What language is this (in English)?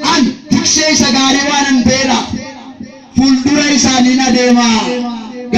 Oromo